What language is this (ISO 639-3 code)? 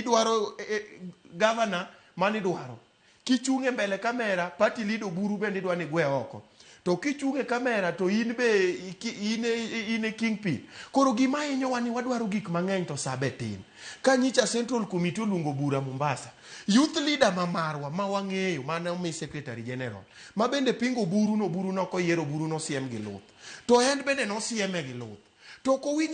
luo